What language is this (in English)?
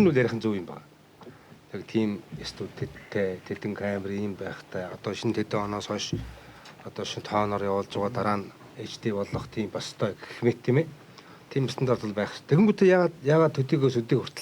Mongolian